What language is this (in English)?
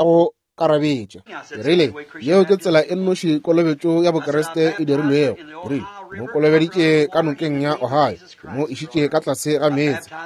Northern Sotho